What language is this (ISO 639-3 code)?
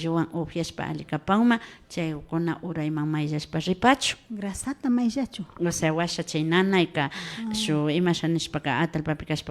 qvi